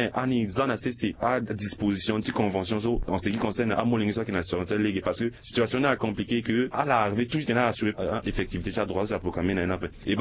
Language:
Sango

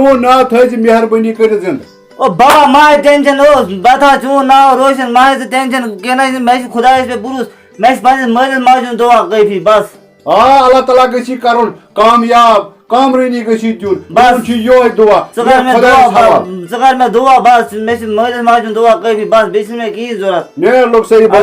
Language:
Kashmiri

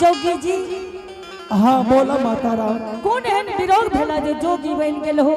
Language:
Angika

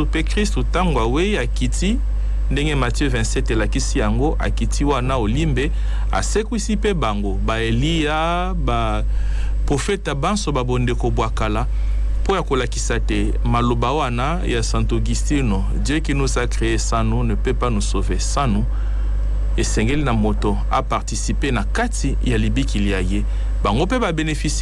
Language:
Lingala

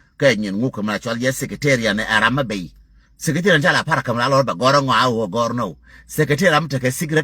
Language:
Nuer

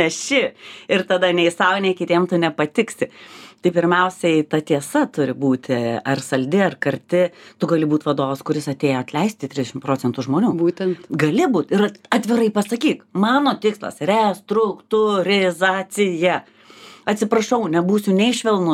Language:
Lithuanian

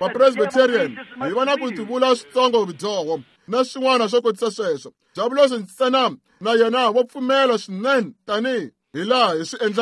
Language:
Tsonga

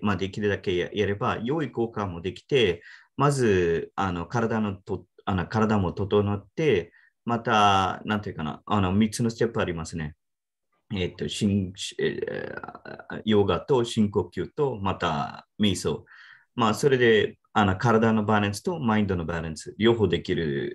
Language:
Japanese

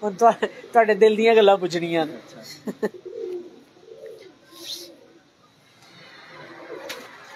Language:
Punjabi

